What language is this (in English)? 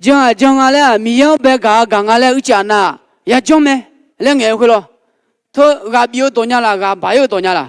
Akha